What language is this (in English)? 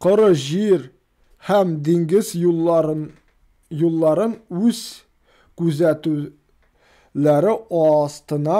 Tatar